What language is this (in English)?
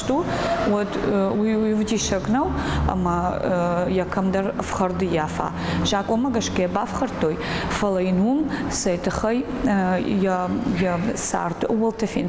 Ossetic